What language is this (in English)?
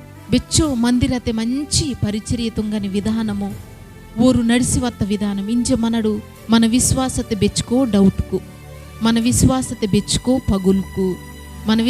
Koya